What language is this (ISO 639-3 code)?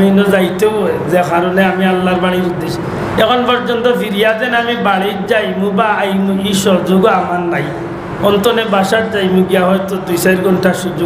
syl